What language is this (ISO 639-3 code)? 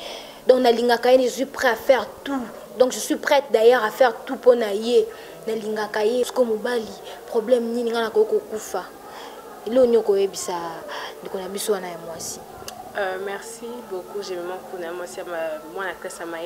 lin